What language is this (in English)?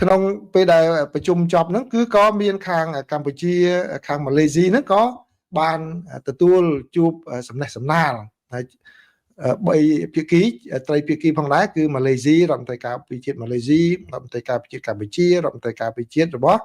Khmer